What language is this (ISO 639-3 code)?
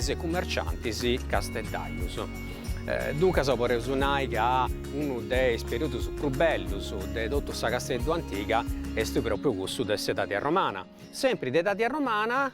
srd